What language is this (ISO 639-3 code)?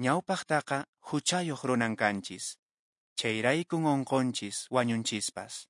que